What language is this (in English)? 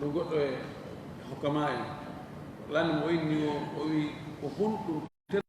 Fula